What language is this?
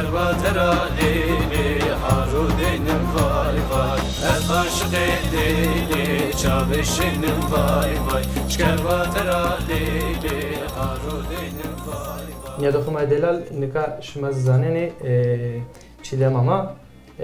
Zaza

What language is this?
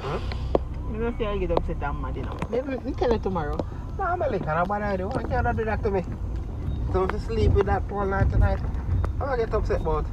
Jamaican Creole English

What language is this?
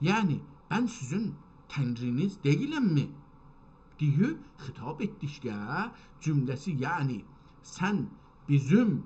South Azerbaijani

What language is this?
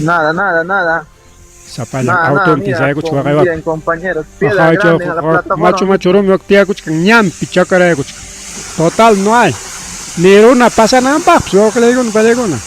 Ayacucho Quechua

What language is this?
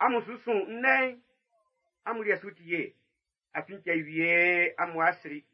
Baoulé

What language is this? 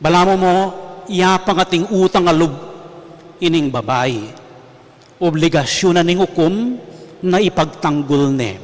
Pampanga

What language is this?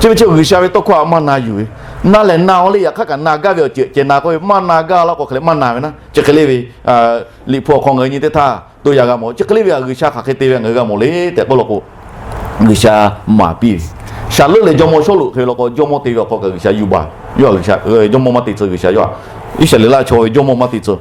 Lahu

